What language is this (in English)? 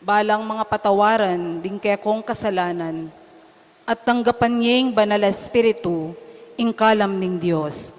Pampanga